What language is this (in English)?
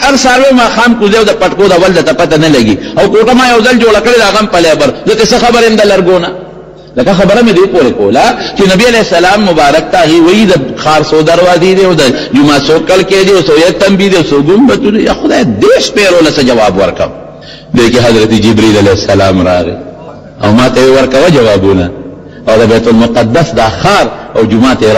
Pashto